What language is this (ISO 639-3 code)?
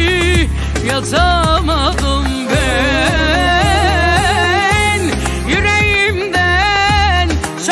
tur